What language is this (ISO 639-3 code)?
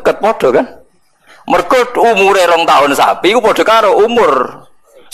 jav